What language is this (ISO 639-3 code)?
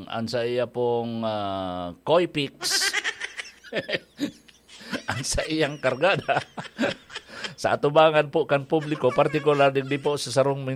bik